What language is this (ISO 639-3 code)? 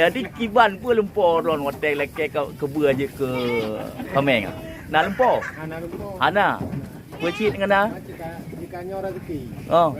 ace